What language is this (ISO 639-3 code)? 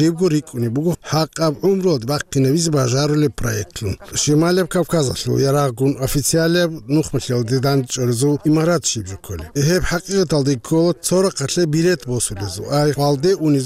ava